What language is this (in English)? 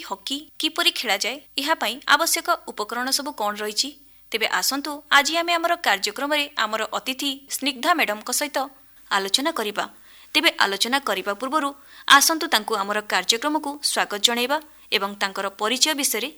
Odia